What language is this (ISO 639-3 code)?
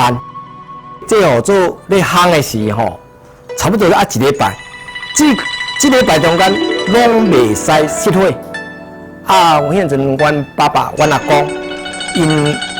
nan